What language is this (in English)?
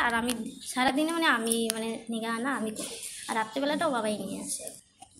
Bangla